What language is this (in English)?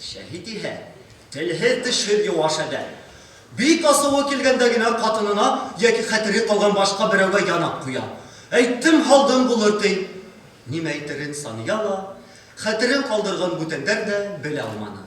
Bashkir